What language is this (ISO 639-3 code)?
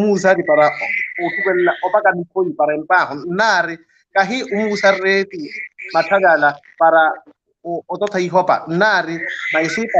vmw